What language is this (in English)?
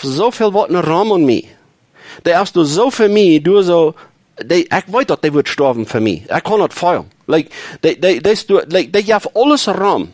Plautdietsch